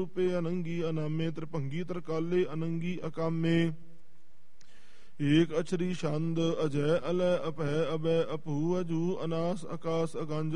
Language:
Punjabi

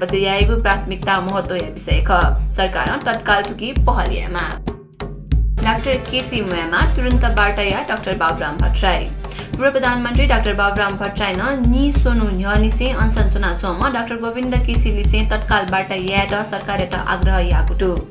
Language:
Newari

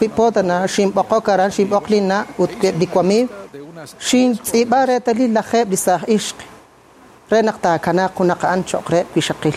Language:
Kekchí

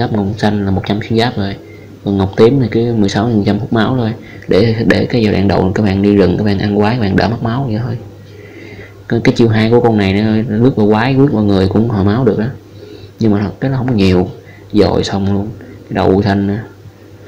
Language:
Vietnamese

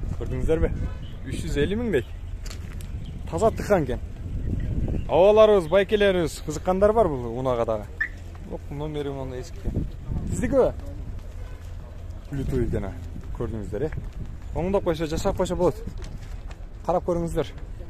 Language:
Kyrgyz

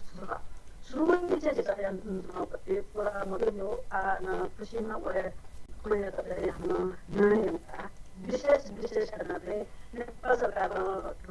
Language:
Newari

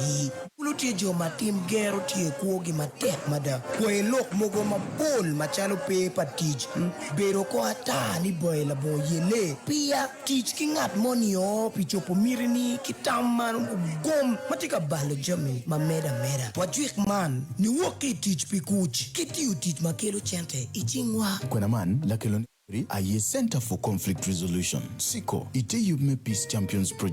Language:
Acoli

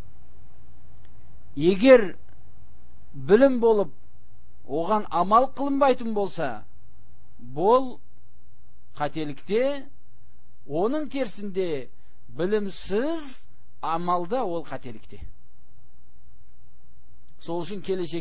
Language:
Kazakh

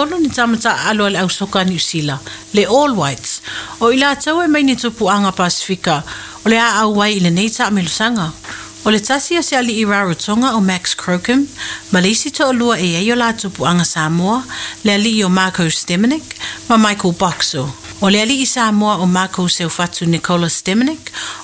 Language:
Samoan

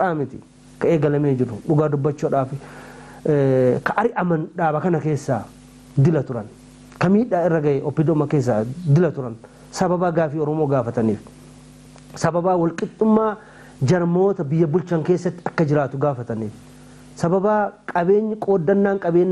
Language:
Oromo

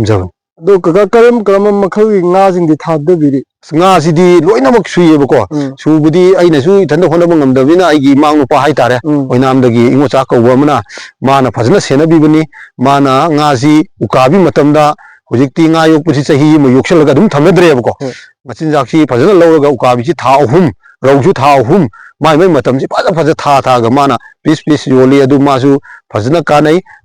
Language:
Manipuri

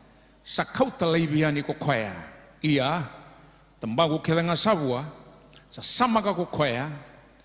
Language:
Fijian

